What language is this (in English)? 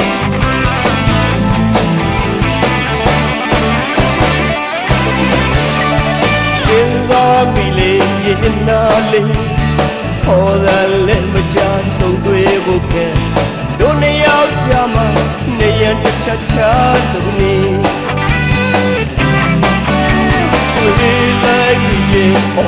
Burmese